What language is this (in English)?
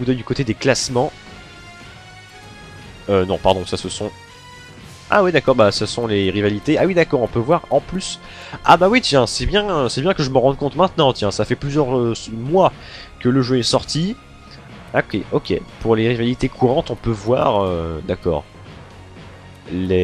French